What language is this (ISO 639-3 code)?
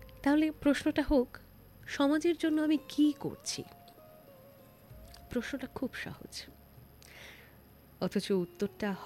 ben